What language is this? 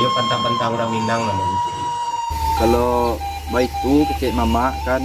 Minangkabau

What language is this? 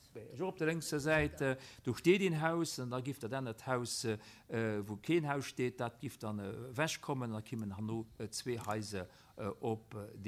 Luxembourgish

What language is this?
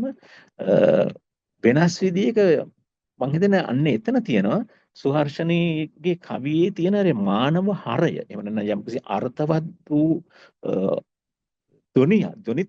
Sinhala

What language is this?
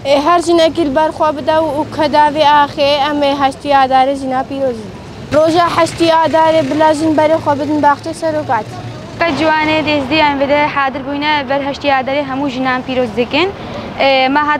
Kurdish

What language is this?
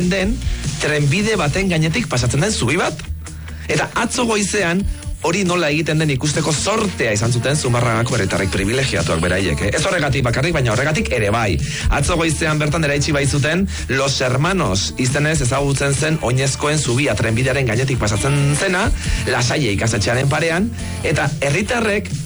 Basque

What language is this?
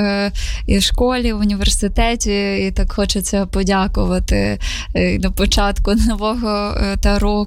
Ukrainian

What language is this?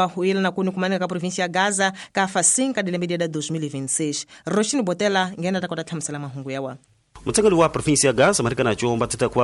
Tsonga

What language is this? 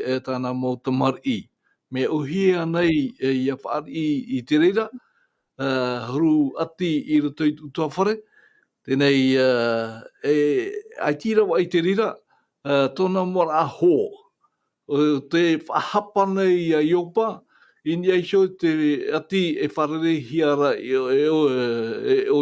Tahitian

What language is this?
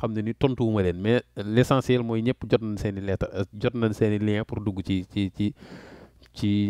Wolof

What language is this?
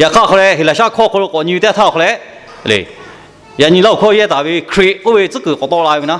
Lahu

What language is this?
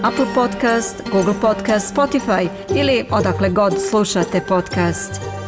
Serbian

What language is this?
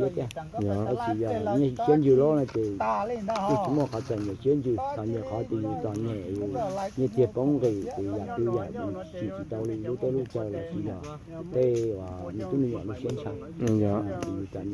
Hmong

